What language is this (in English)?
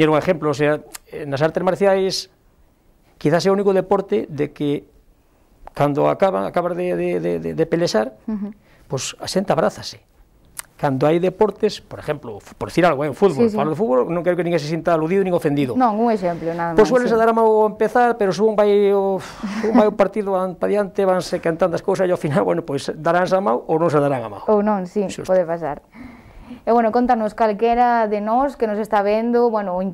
Galician